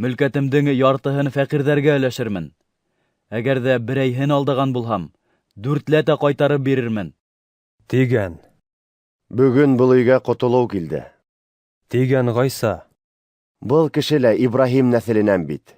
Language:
Bashkir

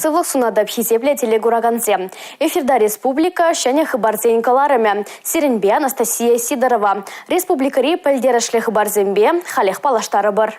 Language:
Chuvash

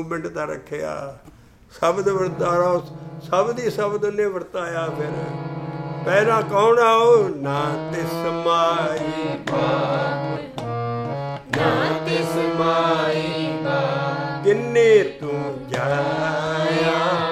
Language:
Punjabi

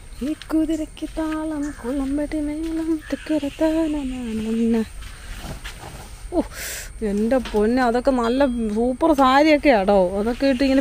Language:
Malayalam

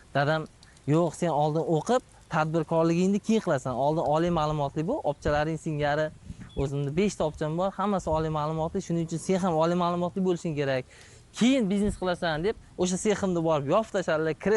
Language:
Uzbek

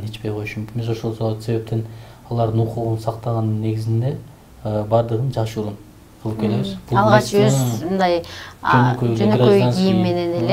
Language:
Kyrgyz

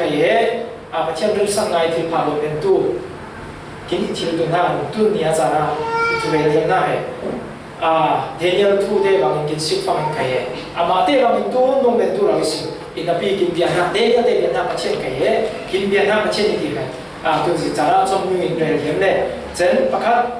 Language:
Falam Chin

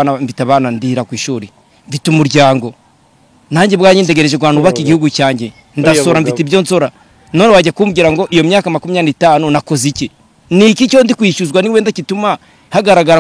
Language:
Kinyarwanda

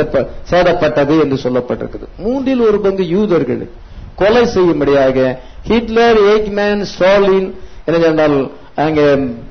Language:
Tamil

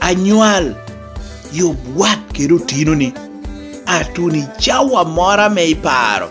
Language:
Lango (Uganda)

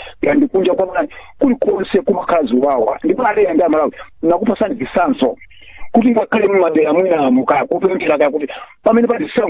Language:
Nyanja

